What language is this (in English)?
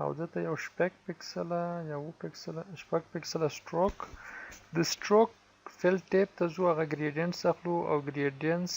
Pashto